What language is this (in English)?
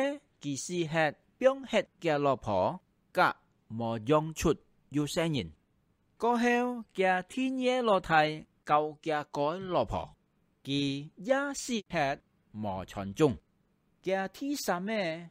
Hakka Chinese